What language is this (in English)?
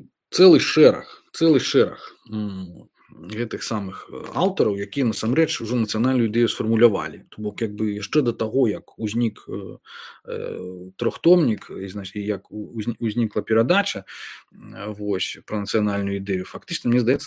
Belarusian